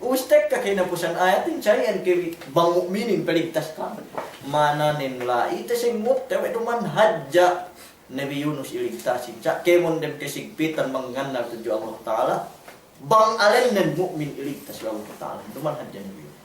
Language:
Yakan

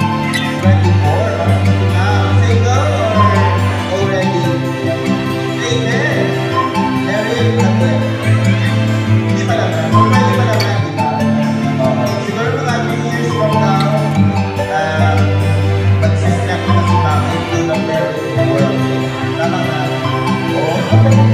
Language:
Filipino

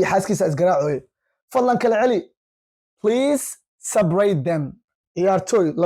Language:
Somali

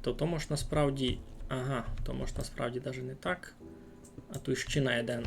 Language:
Rusyn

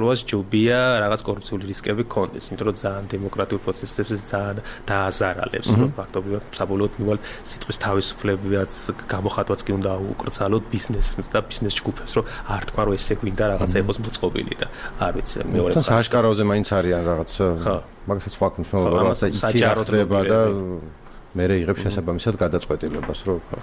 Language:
Georgian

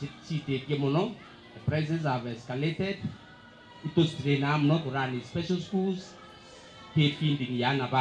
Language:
Meru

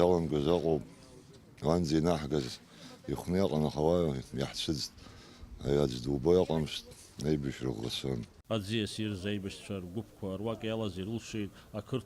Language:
Abkhazian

